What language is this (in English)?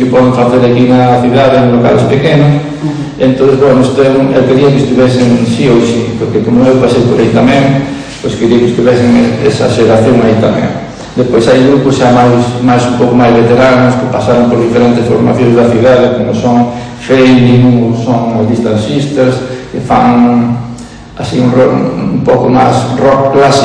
Galician